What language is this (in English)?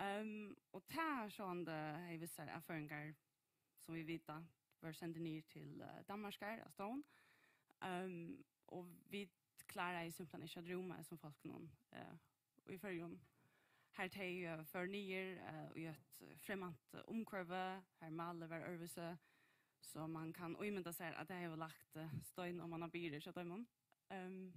Faroese